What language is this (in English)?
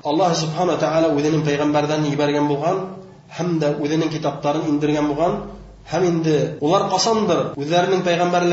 Bashkir